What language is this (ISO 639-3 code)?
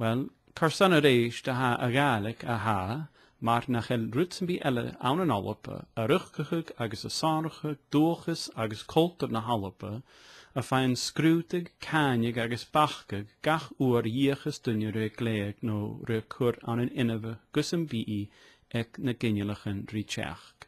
gla